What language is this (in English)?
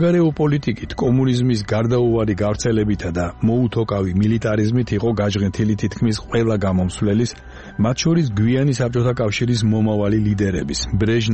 Georgian